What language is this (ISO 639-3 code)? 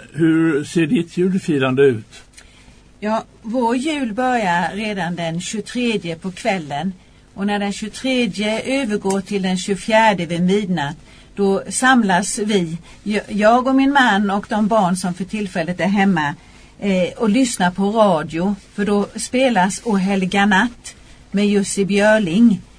swe